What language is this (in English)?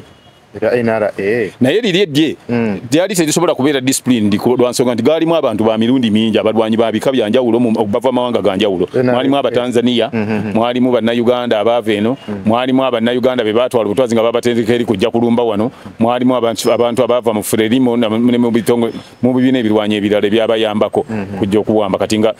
Ganda